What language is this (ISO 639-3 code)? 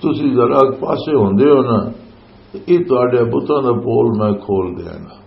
lah